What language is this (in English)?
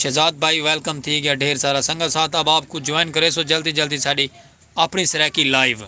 Saraiki